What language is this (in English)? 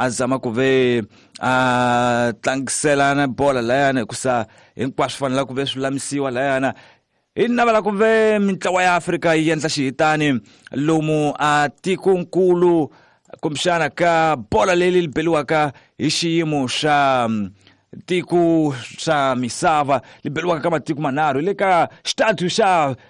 Tsonga